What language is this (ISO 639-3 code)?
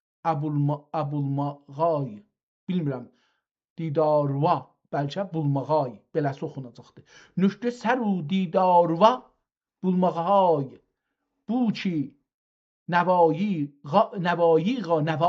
azb